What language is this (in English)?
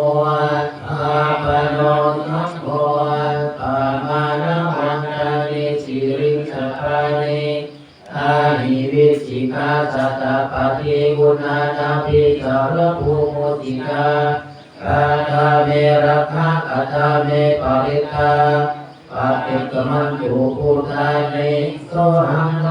Pali